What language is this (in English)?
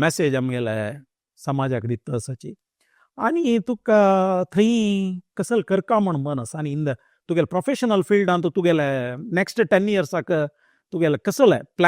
Konkani